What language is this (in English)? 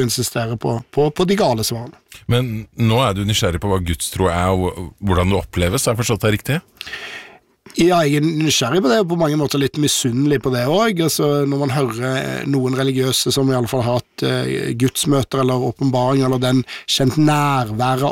Norwegian